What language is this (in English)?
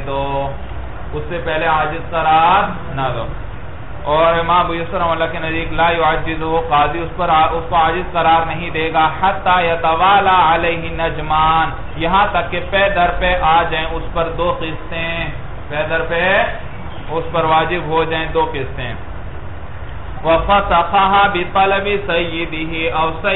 Urdu